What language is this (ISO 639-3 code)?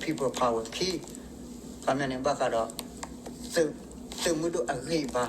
ksw